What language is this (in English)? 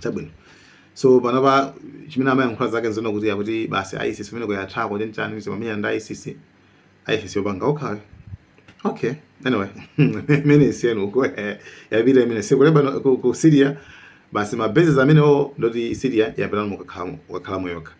Nyanja